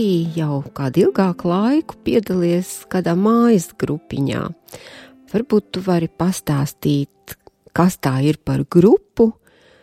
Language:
Latvian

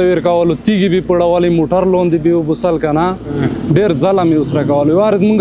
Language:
Pashto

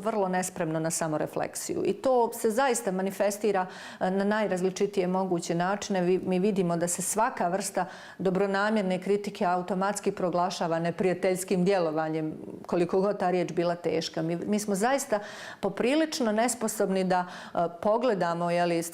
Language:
Bosnian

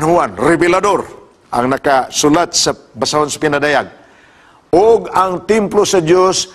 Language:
Cebuano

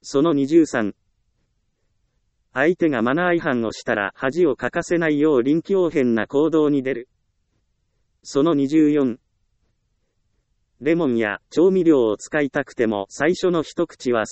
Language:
Japanese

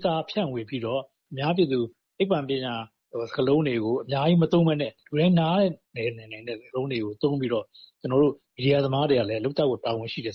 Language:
Burmese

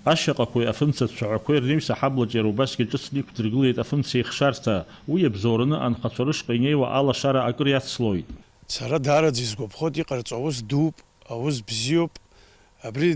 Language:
Abkhazian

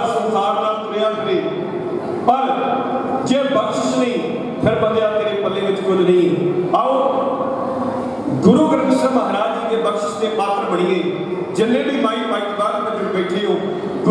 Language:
Punjabi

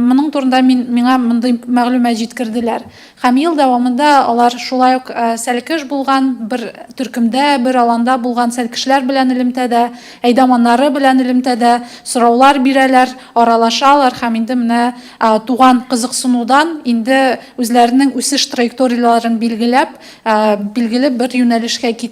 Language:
Tatar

